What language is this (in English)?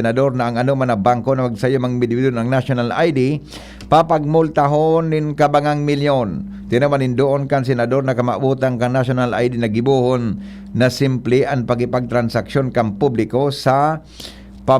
Bikol